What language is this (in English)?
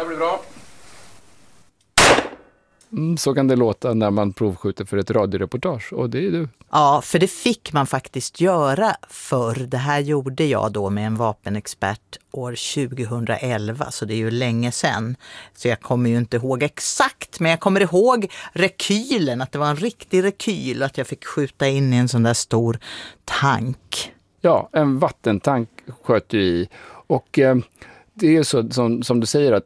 Swedish